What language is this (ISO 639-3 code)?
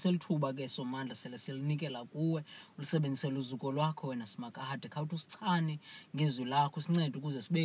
xho